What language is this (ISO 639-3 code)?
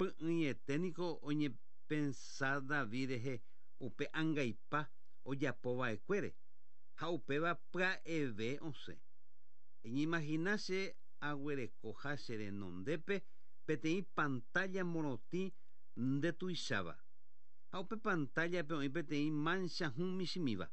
grn